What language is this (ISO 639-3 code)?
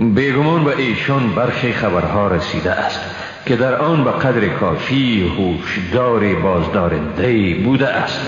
fas